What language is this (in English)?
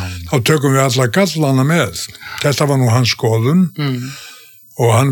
Icelandic